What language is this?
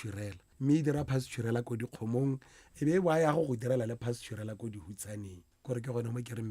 Tswana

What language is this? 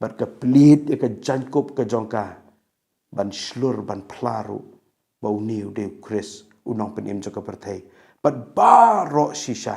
Khasi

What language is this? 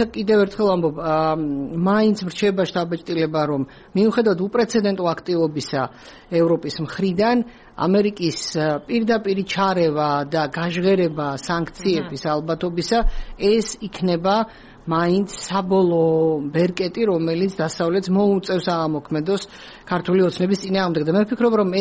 Georgian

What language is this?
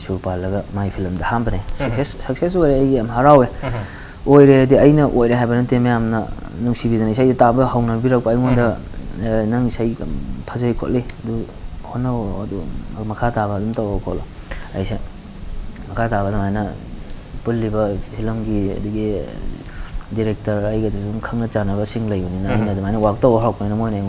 Manipuri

